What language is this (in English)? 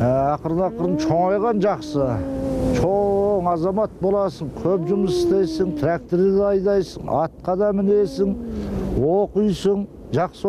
Kyrgyz